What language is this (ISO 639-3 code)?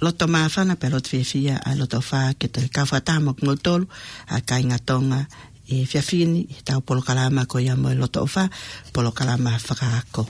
ton